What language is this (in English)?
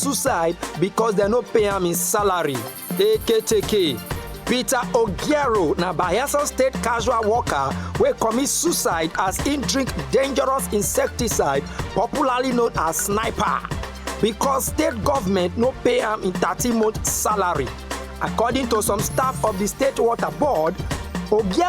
Nigerian Pidgin